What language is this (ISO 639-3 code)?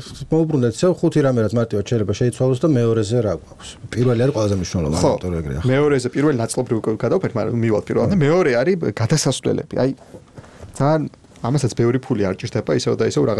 kat